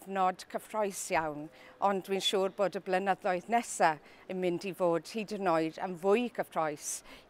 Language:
Welsh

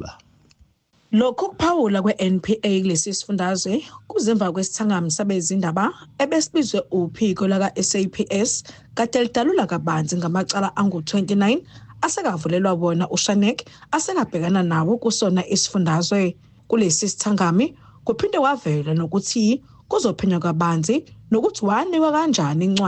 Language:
Zulu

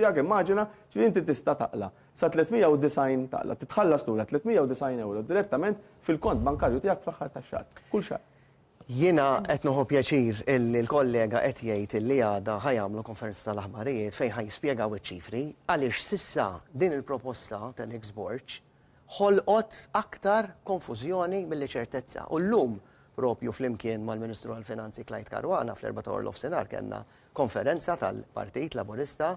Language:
Maltese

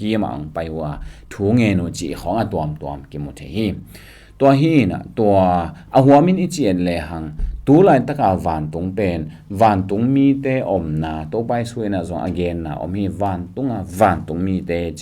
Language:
Tedim Chin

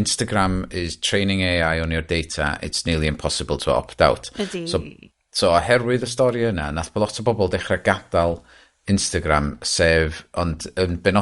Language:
Welsh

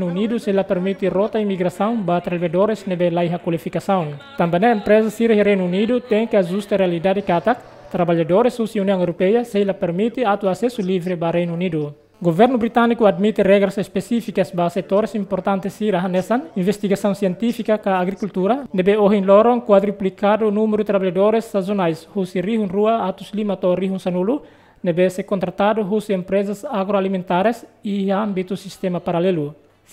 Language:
Tetum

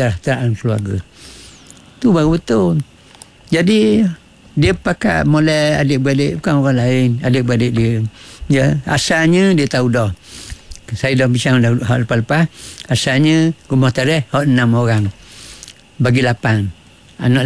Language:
Malay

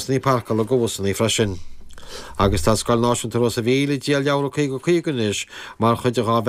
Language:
Irish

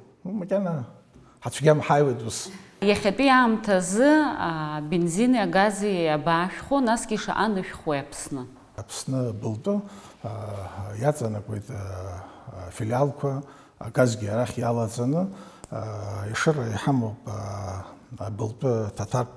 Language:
Abkhazian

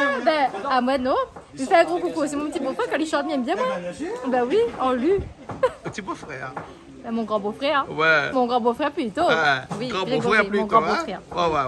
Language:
Réunion Creole French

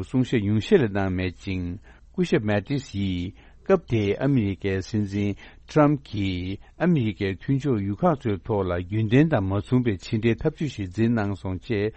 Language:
Tibetan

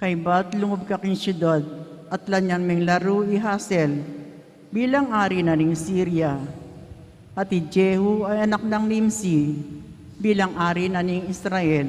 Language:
Pampanga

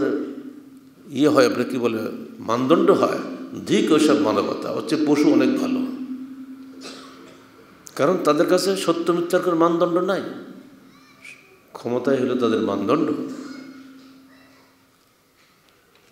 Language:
Bangla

